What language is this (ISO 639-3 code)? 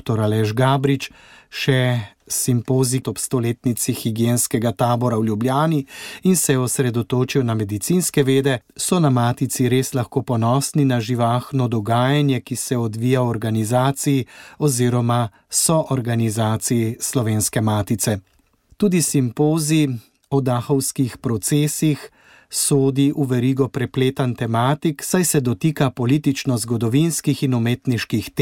slv